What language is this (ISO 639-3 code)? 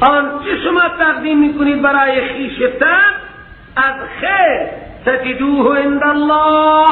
fas